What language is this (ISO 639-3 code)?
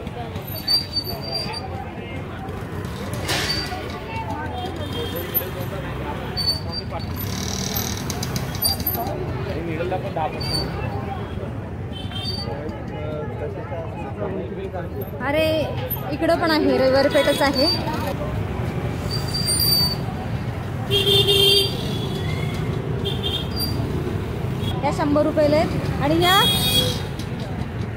mar